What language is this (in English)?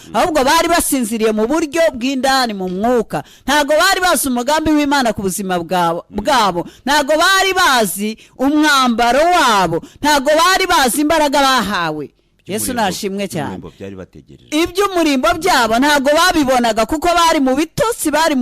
Kinyarwanda